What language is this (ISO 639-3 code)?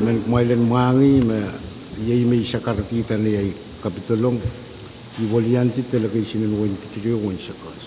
pon